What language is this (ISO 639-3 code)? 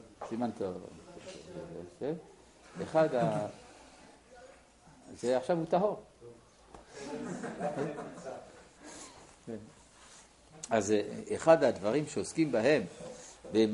heb